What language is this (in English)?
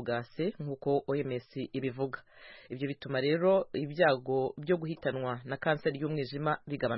Kinyarwanda